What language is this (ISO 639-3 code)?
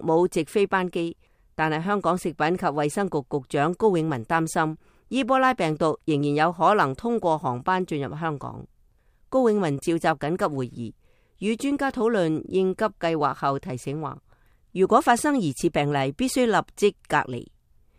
yue